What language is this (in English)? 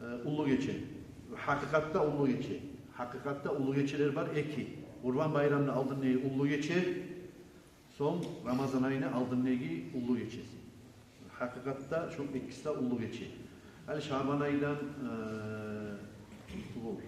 Kumyk